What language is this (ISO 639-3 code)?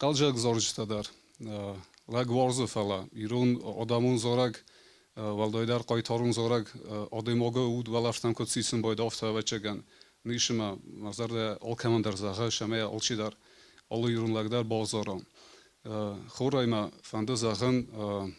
oss